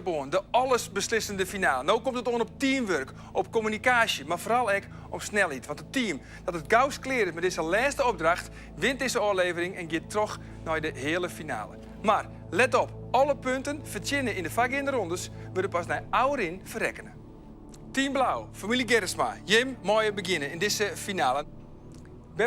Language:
Western Frisian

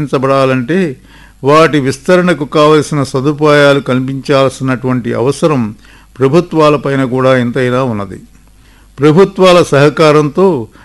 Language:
Telugu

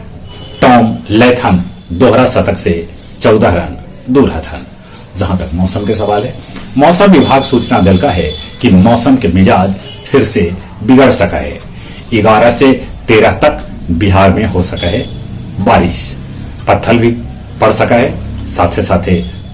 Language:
Magahi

